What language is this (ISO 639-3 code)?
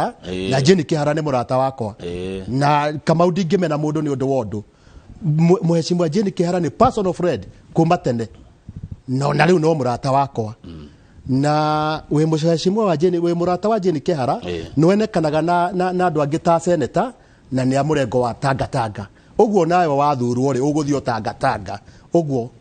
kik